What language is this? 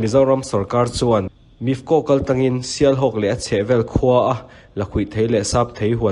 Mizo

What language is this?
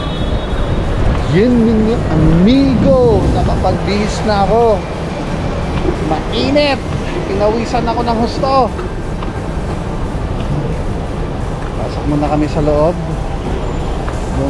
Filipino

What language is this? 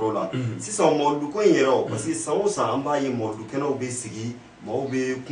Bambara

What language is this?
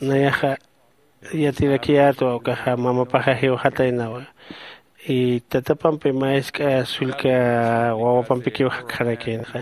Aymara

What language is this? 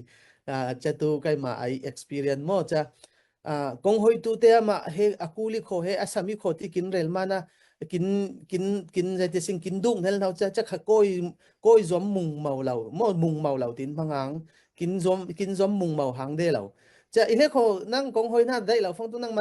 Falam Chin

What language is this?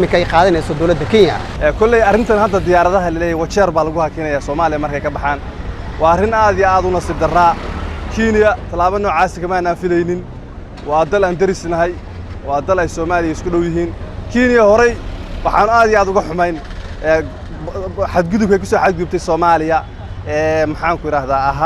Somali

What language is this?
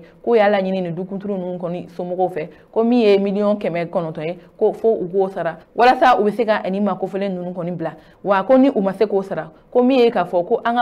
Bambara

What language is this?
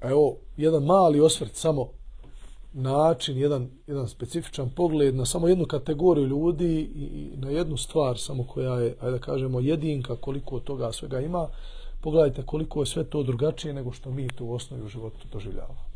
Bosnian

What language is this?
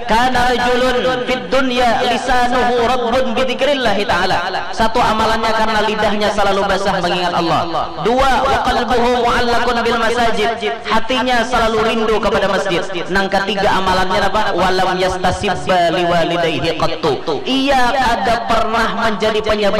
Banjar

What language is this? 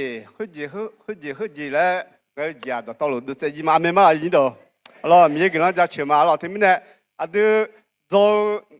Akha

